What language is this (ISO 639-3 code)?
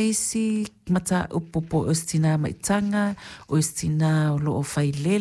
smo